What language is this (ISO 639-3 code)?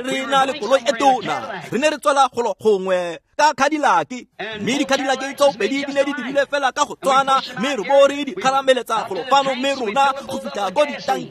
tsn